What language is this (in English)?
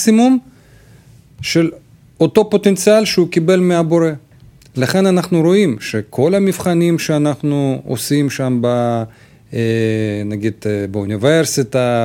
Hebrew